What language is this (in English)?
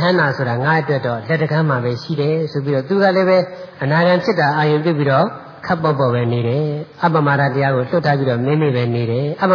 Burmese